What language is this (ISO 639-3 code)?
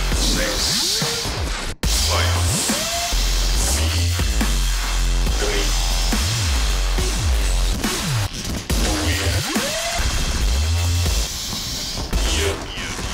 afr